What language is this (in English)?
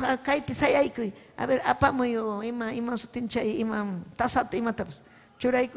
Ayacucho Quechua